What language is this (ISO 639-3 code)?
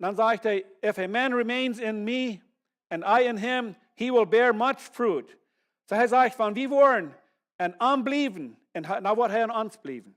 pdt